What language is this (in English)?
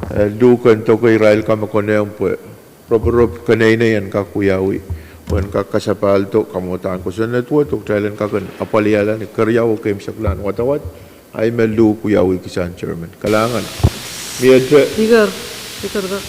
Pohnpeian